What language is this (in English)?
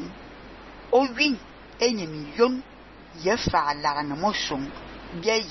Fang